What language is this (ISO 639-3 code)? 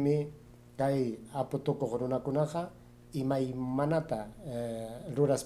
quy